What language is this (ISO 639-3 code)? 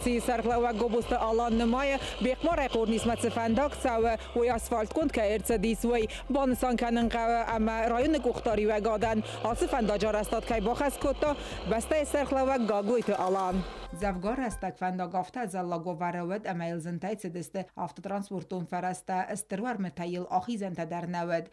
oss